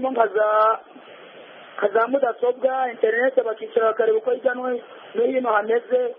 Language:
Kinyarwanda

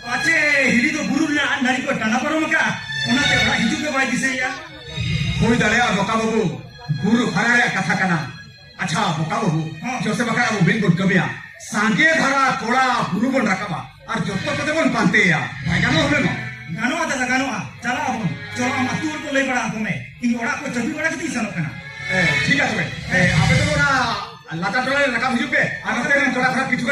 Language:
Santali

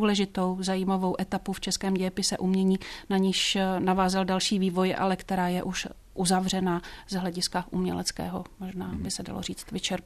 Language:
Czech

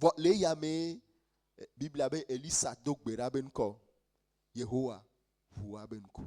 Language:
Ewe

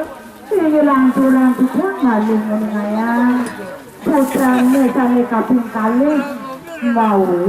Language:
Balinese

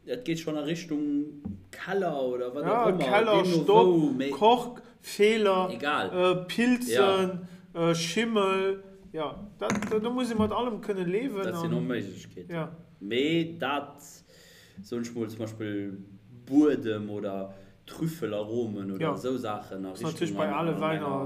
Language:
Luxembourgish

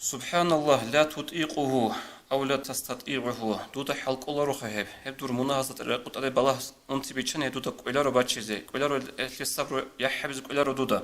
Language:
Avaric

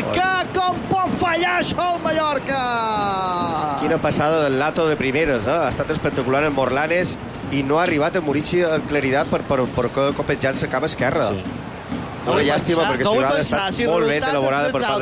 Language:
Catalan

